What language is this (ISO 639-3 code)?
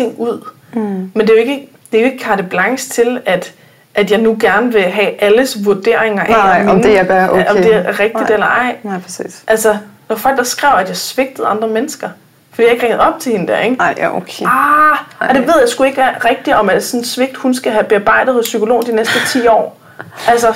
dan